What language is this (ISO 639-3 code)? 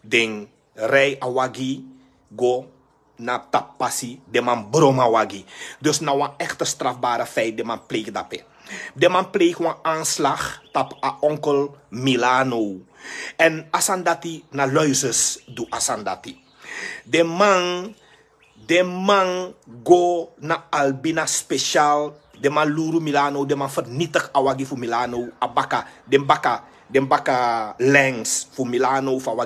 srn